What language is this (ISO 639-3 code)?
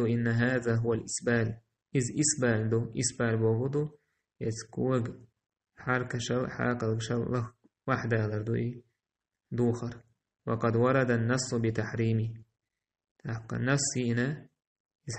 che